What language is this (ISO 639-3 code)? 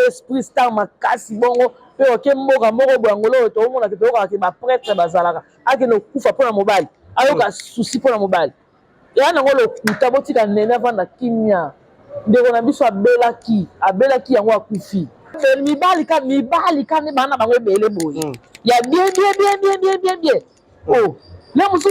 lin